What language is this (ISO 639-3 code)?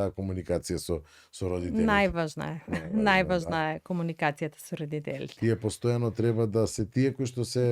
mkd